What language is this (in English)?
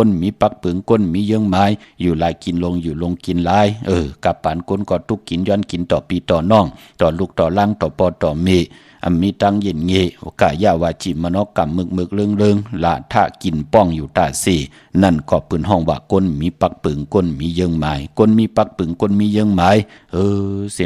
Shan